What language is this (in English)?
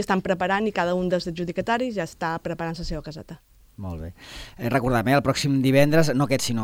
Catalan